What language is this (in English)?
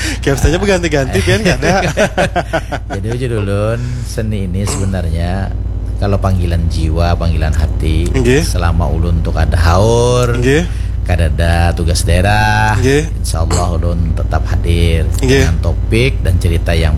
Banjar